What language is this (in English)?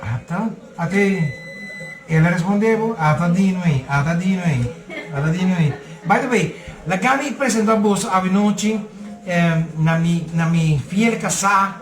Papiamento